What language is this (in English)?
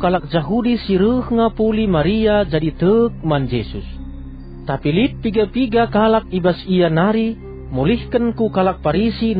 Batak Karo